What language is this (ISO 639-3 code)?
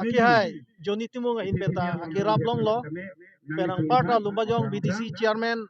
mjw